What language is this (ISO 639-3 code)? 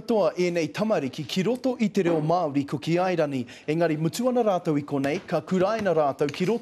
mri